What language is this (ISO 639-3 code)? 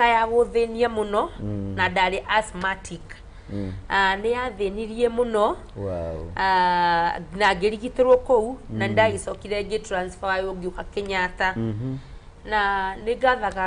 kik